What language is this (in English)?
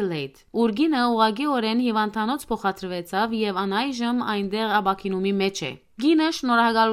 Western Armenian